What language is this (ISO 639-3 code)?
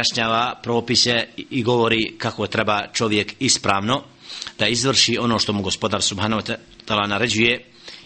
bos